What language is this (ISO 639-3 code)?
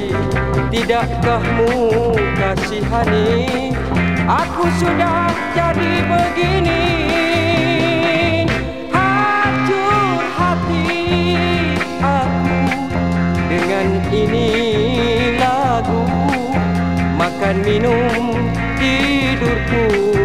msa